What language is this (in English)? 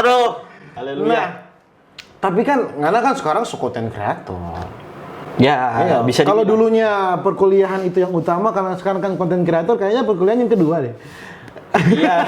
Manado Malay